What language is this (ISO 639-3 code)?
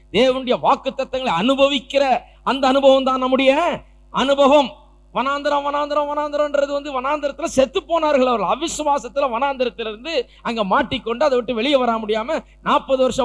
tam